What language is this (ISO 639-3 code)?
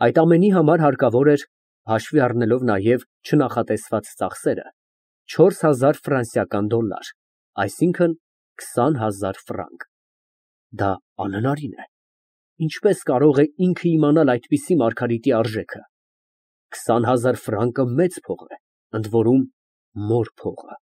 hye